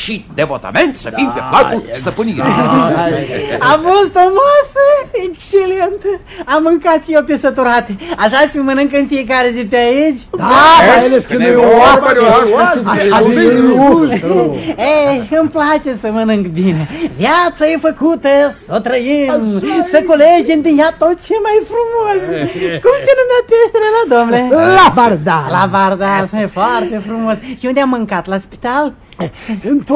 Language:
Romanian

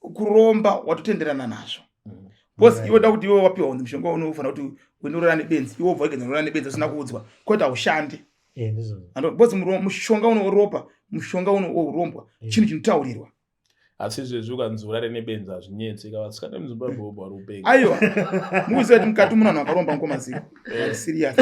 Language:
Shona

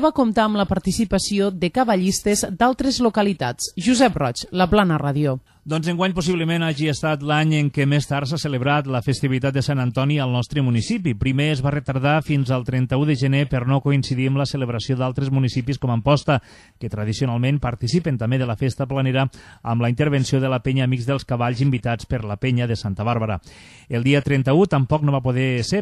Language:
Catalan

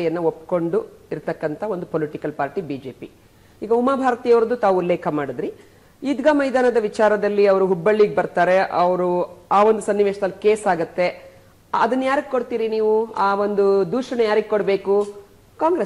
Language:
Kannada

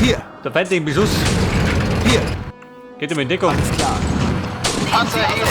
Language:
Bavarian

